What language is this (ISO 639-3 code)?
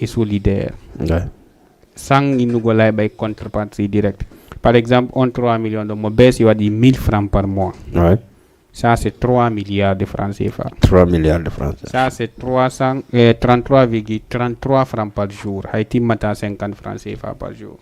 ful